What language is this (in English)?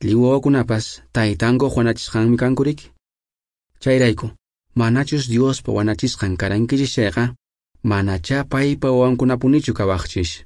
Quechua